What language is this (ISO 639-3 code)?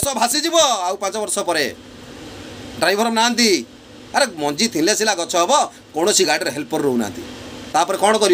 ori